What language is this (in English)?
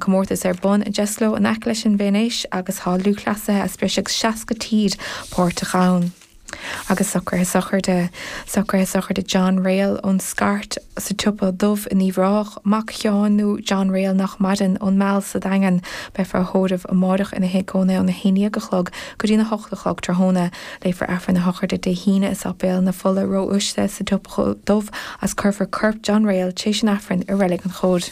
Irish